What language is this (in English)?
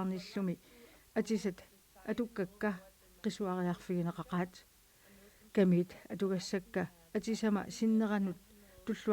Kalaallisut